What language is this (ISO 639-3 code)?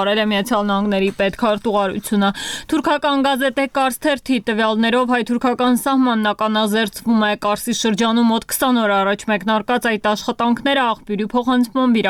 hye